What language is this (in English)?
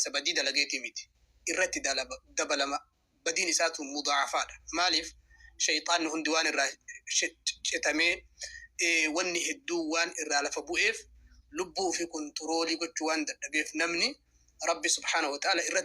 Oromo